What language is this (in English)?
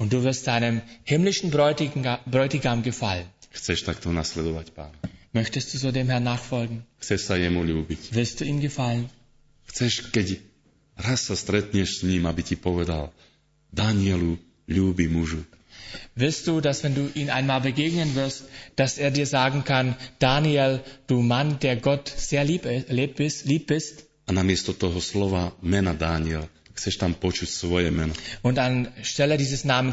Slovak